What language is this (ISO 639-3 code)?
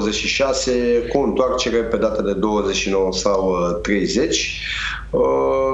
ron